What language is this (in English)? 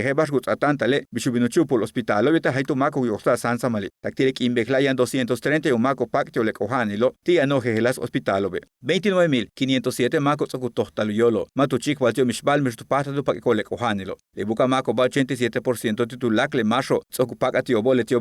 Yucateco